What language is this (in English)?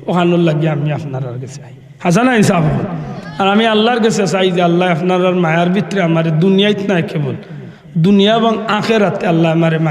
Sylheti